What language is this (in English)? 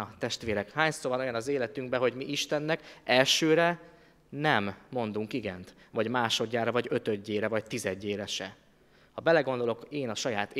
Hungarian